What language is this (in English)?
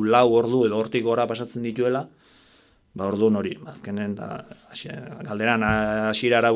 Basque